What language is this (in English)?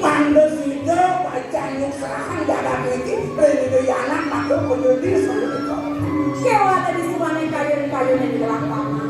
Balinese